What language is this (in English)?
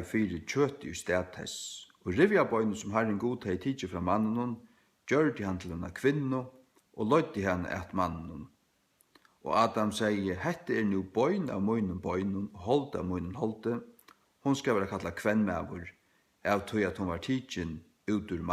Faroese